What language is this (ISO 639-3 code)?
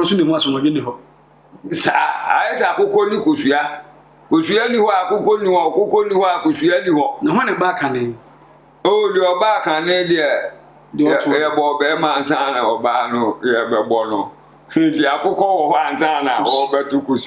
aka